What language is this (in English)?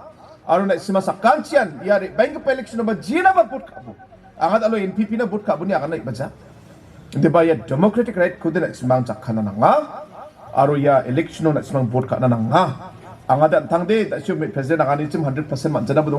Garo